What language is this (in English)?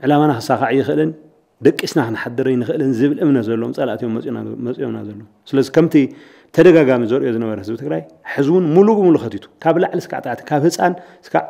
Tigrinya